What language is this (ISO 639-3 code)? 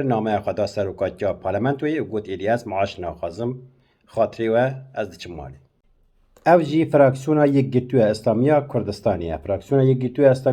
kur